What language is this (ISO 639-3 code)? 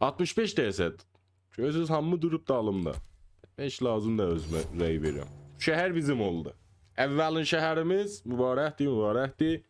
azb